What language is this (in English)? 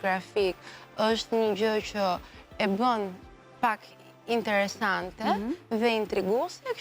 Albanian